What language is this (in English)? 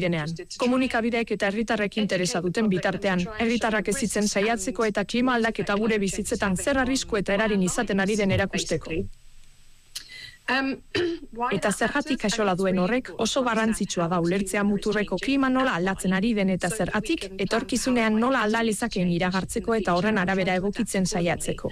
Basque